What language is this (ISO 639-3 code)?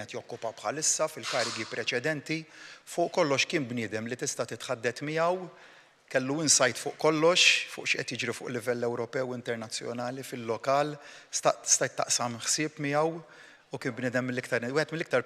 mlt